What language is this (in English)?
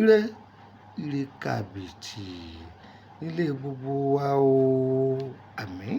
Yoruba